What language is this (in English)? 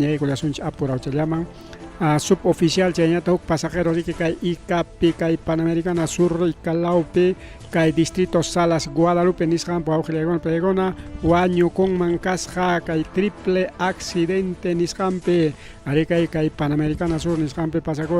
Ayacucho Quechua